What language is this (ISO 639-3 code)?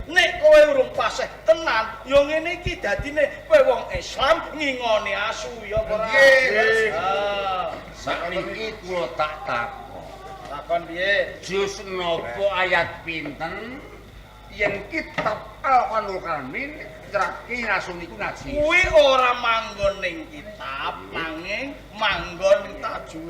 jav